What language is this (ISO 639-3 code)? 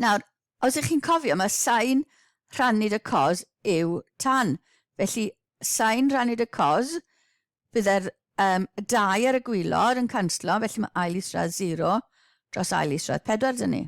cym